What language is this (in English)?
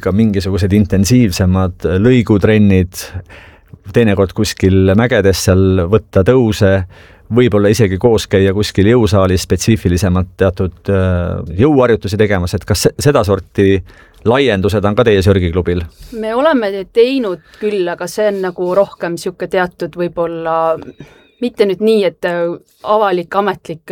Estonian